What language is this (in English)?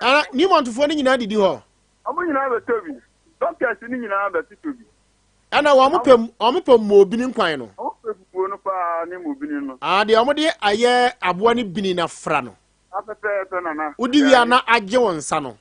Akan